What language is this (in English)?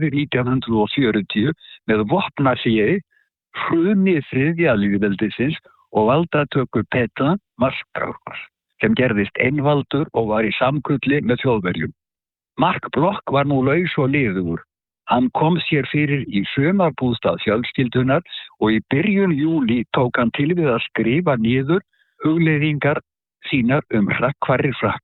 Icelandic